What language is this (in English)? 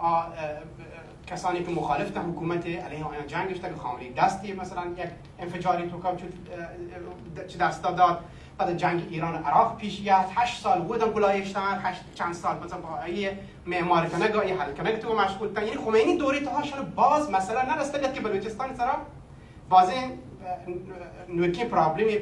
Baluchi